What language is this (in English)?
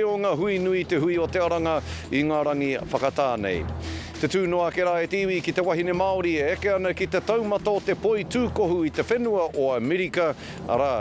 Māori